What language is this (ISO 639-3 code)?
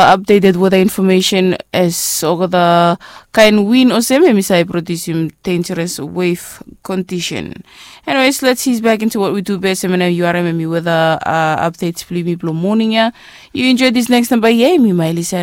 bis